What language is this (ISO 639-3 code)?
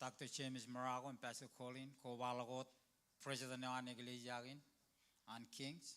mah